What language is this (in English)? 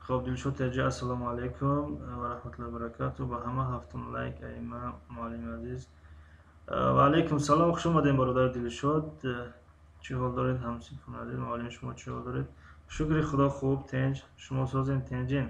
Tajik